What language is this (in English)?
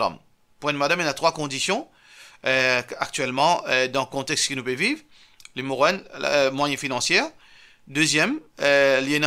Morisyen